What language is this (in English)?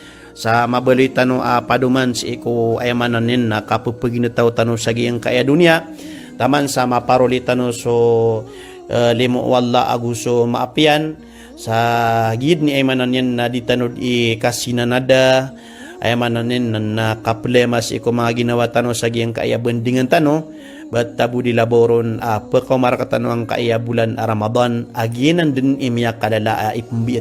Maranao